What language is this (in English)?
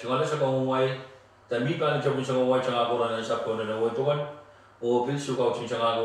Pohnpeian